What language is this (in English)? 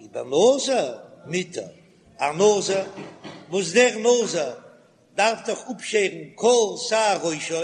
Yiddish